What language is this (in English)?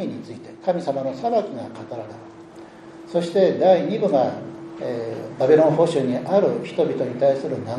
Japanese